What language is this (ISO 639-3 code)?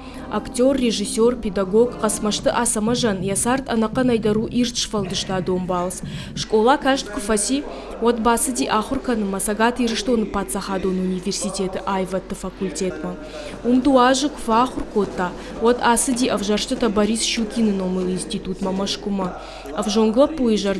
oss